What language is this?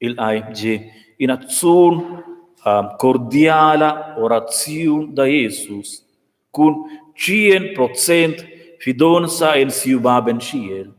Romansh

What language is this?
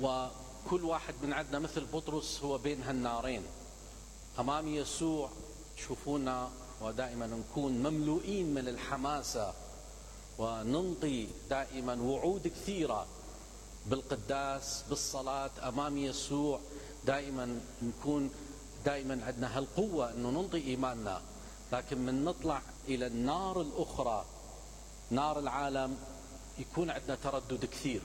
Mesopotamian Arabic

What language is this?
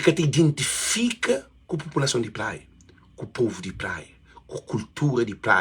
Kabuverdianu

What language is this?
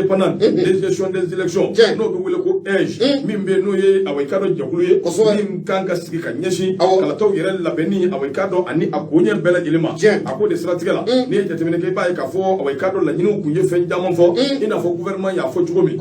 Bambara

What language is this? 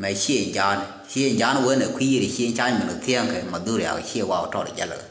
Nuer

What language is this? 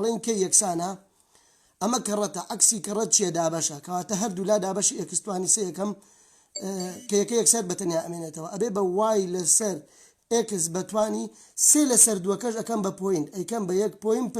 Central Kurdish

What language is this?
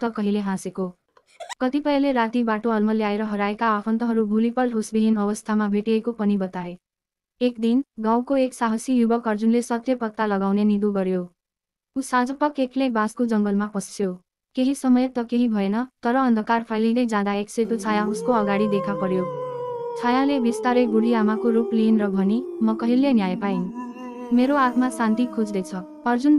Nepali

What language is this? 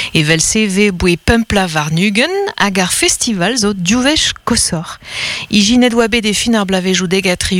Breton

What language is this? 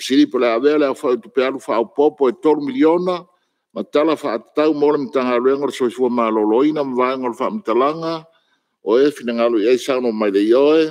Samoan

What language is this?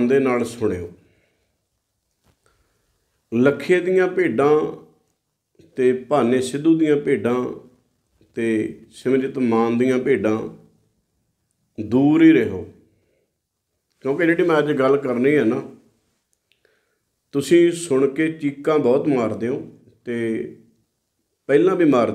Punjabi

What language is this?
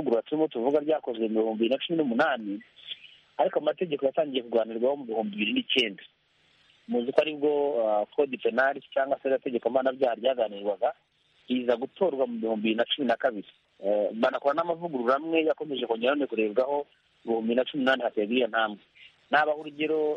Kinyarwanda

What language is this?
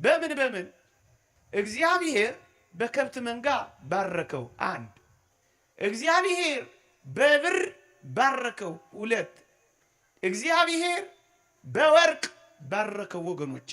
Amharic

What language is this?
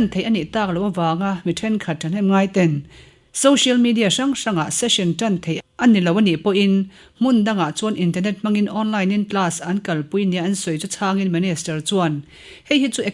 Mizo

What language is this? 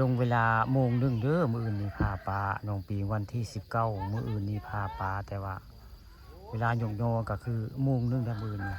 Northeastern Thai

